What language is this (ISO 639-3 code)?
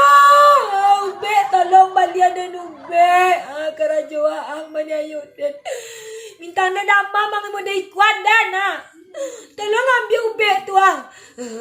min